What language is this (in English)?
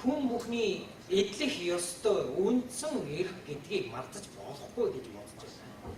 Mongolian